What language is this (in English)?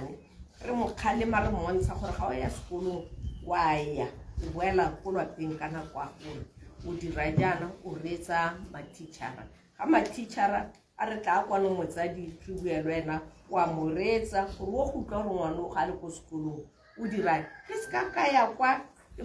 Tswana